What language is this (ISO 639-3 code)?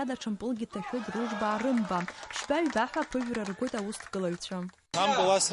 abk